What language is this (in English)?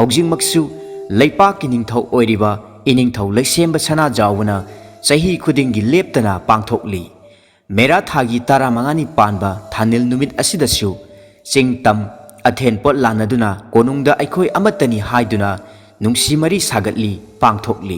Manipuri